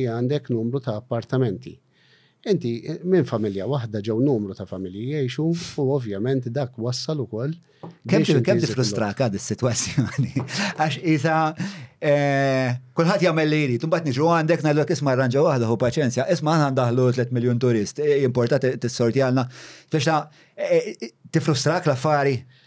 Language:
Maltese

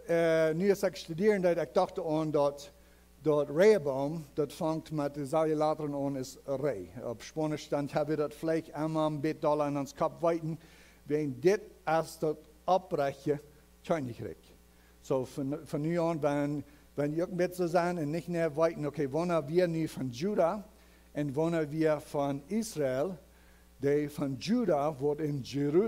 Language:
Plautdietsch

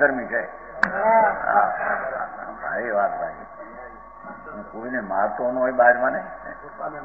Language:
Gujarati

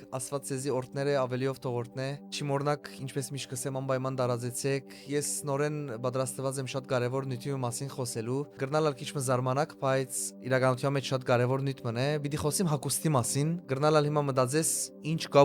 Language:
Western Armenian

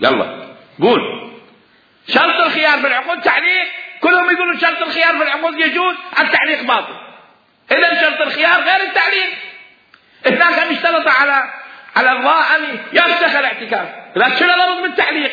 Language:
Mesopotamian Arabic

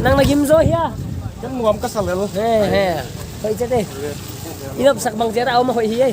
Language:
Paite Chin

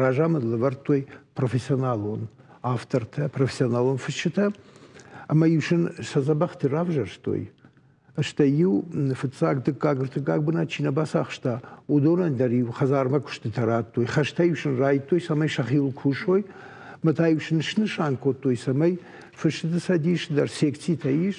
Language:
Ossetic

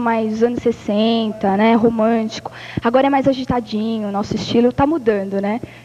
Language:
Portuguese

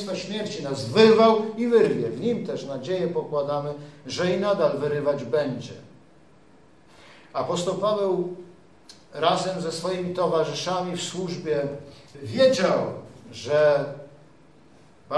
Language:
Polish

